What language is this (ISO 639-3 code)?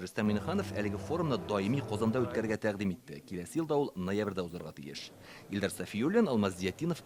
tat